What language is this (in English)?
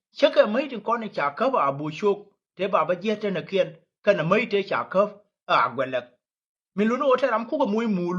Nuer